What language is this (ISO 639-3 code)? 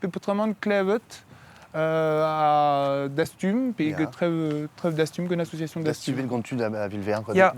bre